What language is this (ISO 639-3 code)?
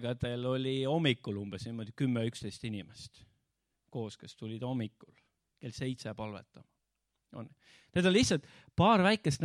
est